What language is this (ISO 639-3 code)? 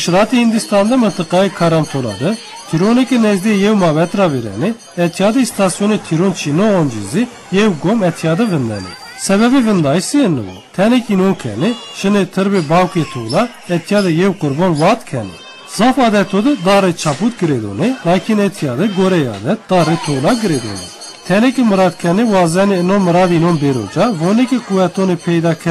zza